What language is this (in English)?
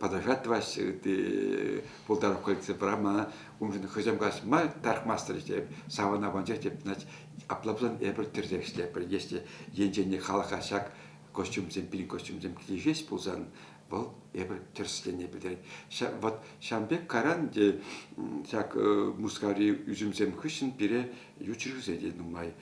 Chuvash